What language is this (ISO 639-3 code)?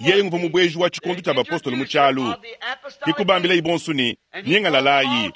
lua